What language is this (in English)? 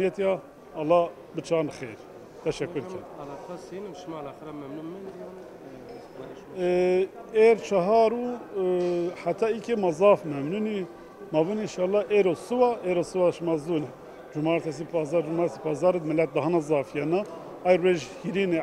Zaza